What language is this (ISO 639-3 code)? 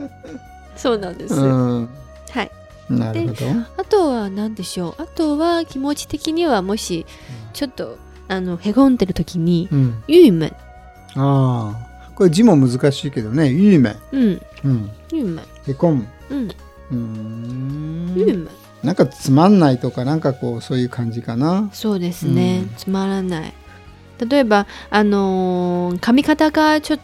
jpn